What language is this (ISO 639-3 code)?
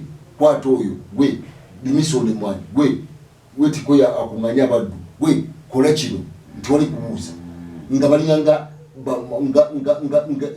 lug